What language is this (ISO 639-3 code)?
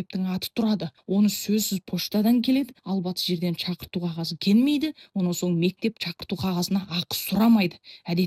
kaz